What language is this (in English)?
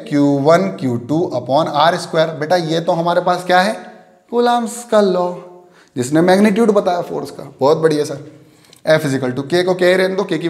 Hindi